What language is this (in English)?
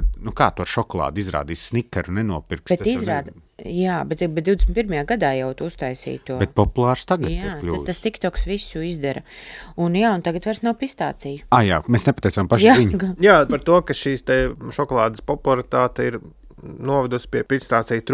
Latvian